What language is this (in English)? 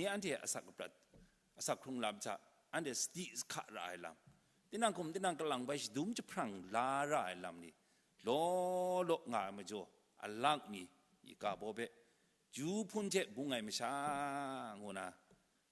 Kachin